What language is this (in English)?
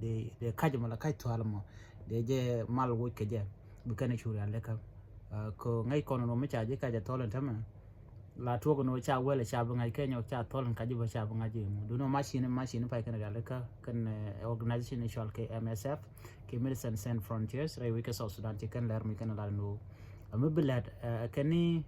Nuer